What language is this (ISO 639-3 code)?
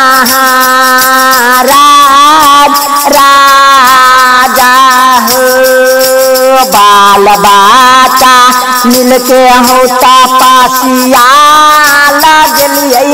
bho